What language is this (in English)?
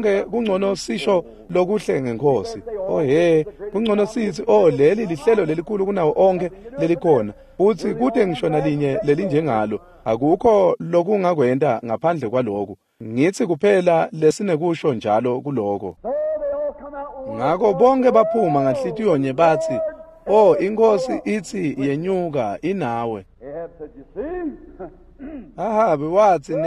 Swati